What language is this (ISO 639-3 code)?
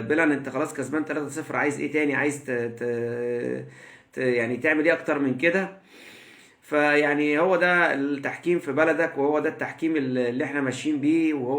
arz